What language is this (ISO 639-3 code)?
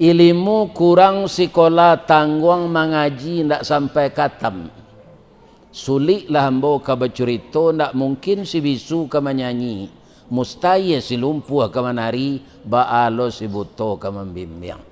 min